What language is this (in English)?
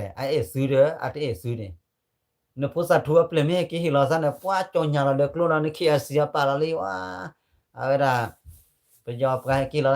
S'gaw Karen